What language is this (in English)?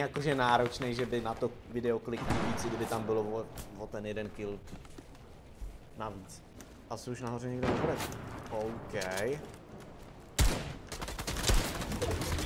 Czech